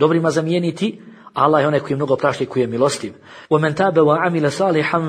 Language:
Bosnian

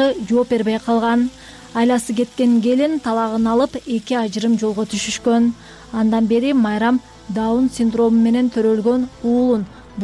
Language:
Kyrgyz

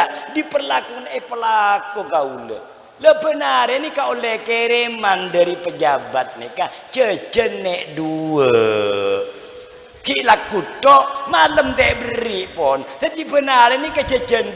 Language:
Madurese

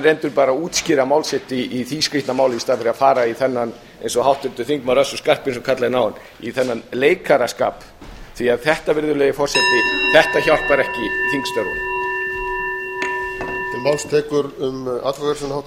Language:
Icelandic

